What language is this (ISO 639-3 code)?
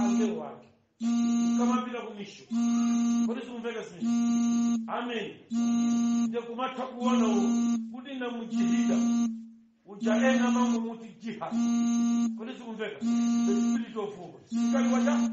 nya